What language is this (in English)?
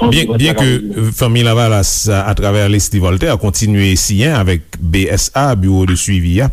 Haitian Creole